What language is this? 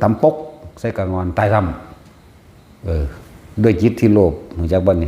Northeastern Thai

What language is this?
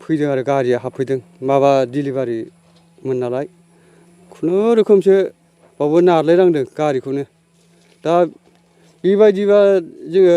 Bodo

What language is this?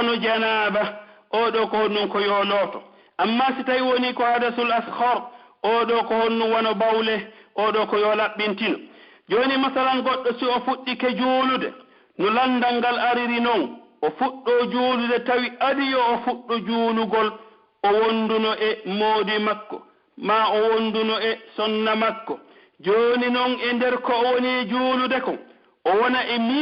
Pular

